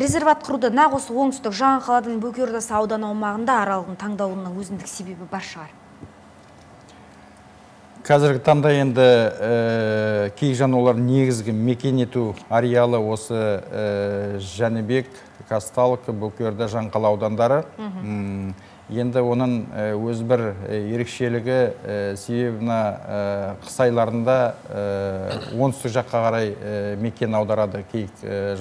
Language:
Kazakh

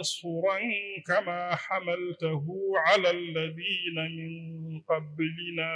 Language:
Fula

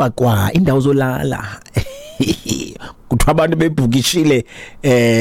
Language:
Xhosa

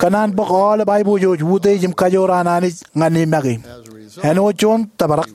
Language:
Marshallese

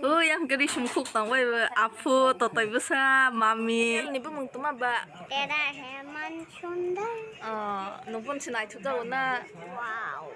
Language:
Kok Borok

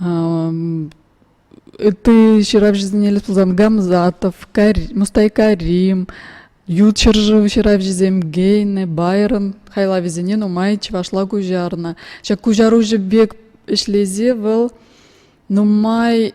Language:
Chuvash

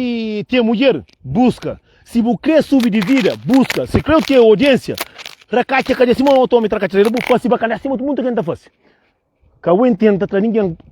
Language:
Kabuverdianu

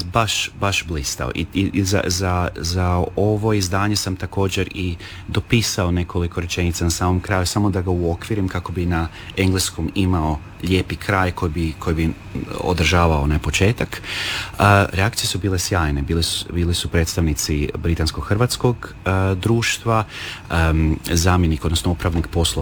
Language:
Croatian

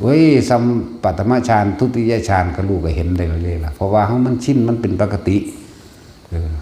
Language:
Northeastern Thai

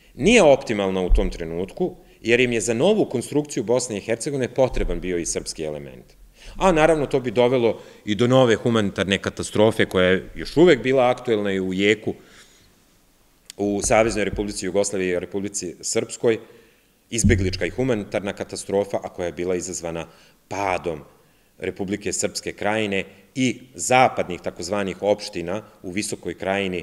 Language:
Serbian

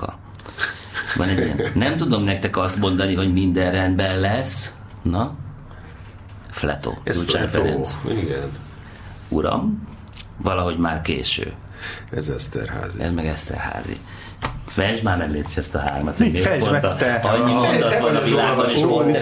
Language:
Hungarian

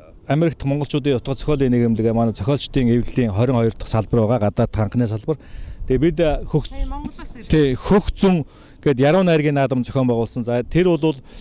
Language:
Mongolian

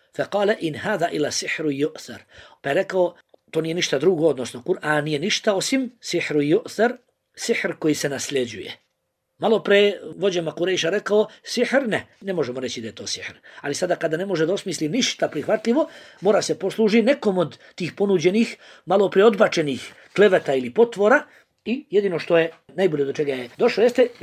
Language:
Bosnian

